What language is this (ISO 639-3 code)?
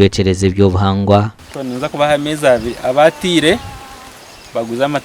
nyn